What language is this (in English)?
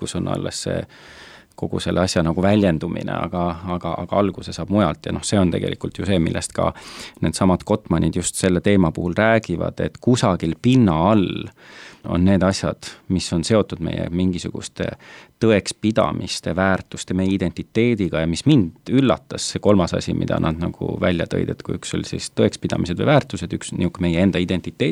Estonian